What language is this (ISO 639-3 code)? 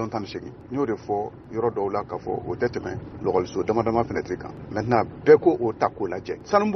bam